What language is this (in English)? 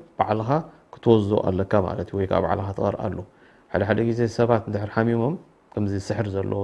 Tigrinya